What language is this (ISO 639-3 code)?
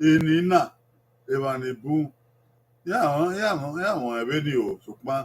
bin